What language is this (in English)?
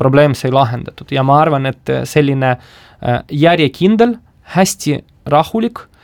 Estonian